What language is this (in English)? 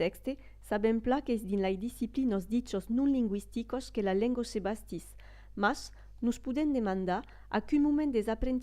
Occitan